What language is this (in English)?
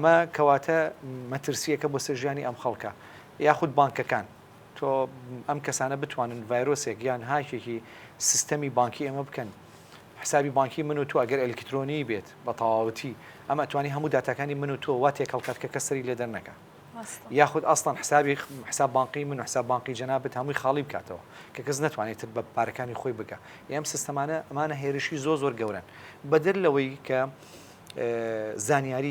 Central Kurdish